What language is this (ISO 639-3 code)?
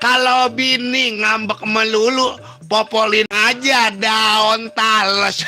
bew